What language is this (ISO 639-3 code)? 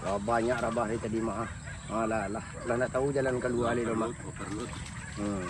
min